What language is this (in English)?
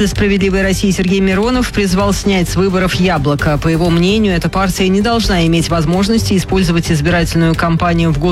Russian